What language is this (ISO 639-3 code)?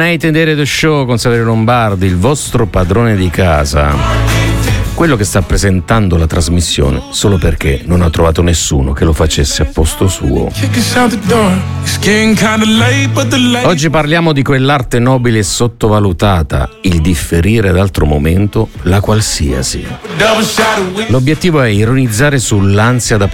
ita